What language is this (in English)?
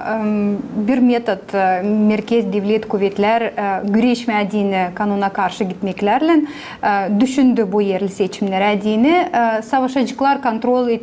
Gagauz